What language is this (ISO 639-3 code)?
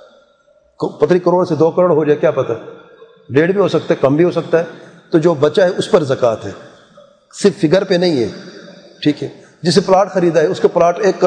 urd